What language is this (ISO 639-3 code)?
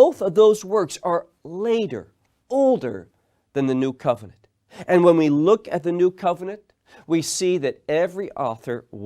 eng